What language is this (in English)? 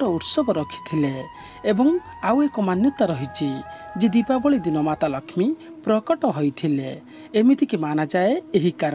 Odia